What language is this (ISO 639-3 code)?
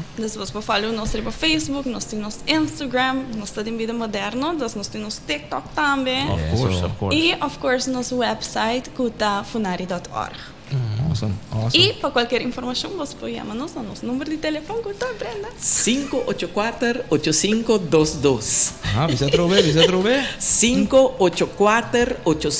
pap